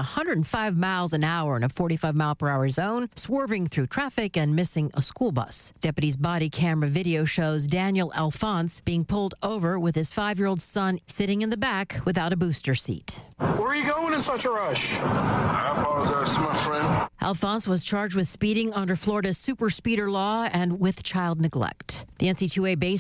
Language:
English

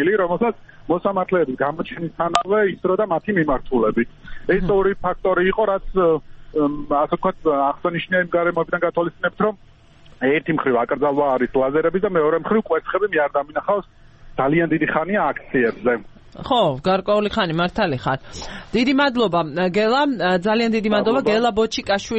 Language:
Georgian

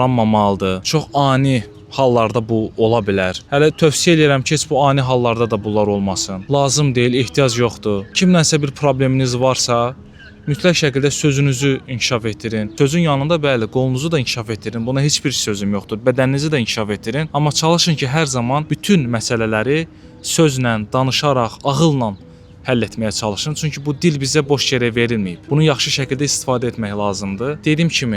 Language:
Azerbaijani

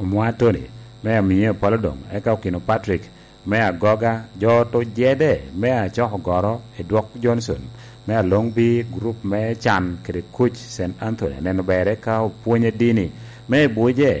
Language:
Lango (Uganda)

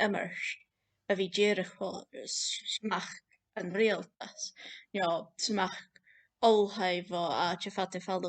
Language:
Scottish Gaelic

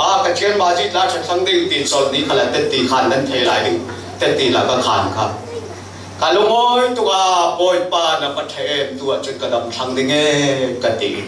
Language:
Falam Chin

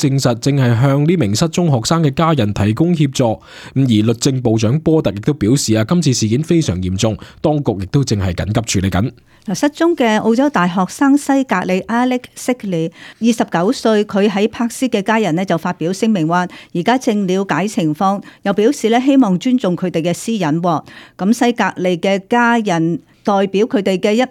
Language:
Cantonese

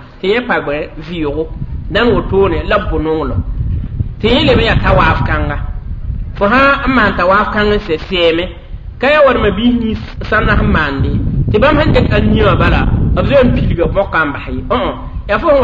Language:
Mossi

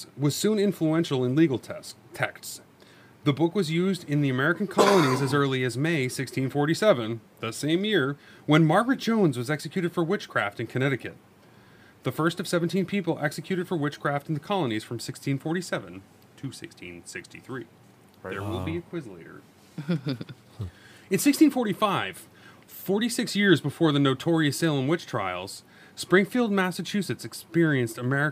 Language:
English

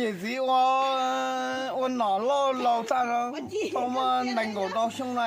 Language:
Hmong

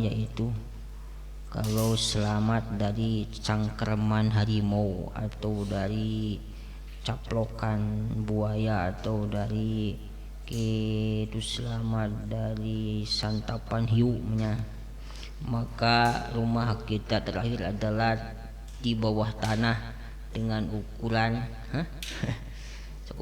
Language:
Sundanese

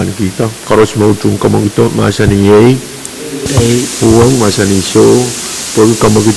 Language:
Pohnpeian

